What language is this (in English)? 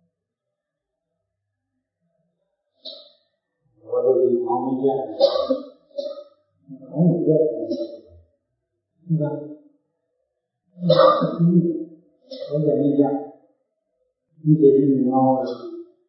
Burmese